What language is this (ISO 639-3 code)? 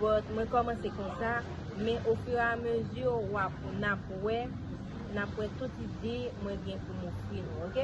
hat